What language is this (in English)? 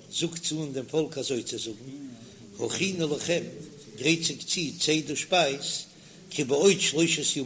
Yiddish